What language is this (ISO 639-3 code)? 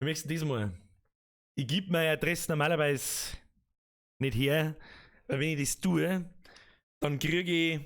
bar